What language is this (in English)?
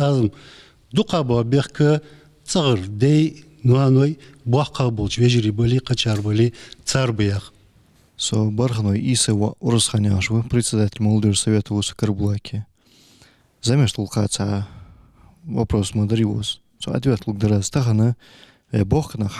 Ingush